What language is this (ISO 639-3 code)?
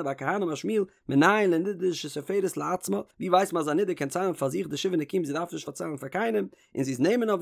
yid